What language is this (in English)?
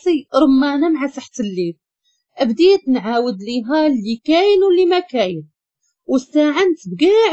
Moroccan Arabic